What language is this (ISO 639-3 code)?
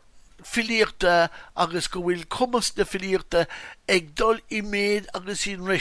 gle